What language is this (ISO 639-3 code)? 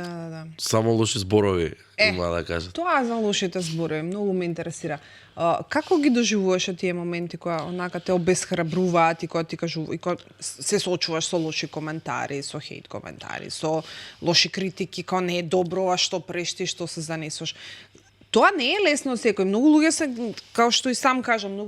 mkd